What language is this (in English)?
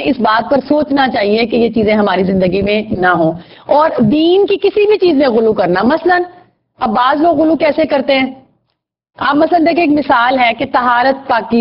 Urdu